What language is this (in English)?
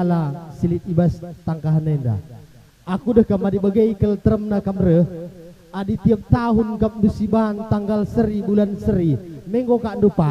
Batak Karo